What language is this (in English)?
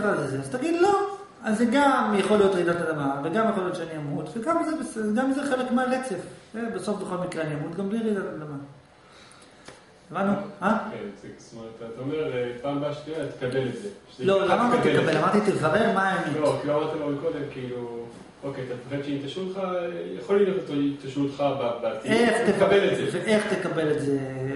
Hebrew